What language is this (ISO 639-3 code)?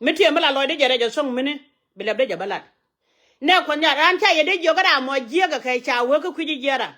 nus